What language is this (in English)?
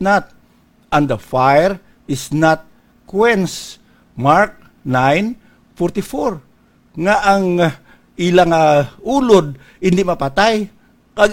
Hiligaynon